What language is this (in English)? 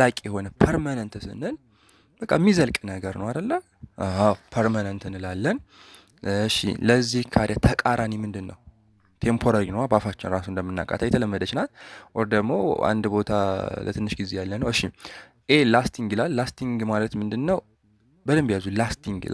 Amharic